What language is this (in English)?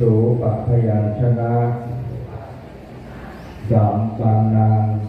Pali